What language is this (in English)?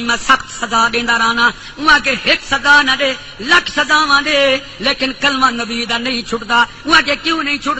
Saraiki